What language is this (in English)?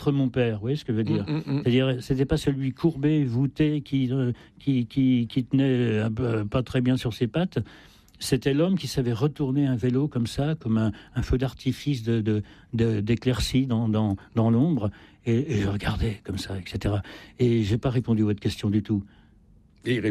French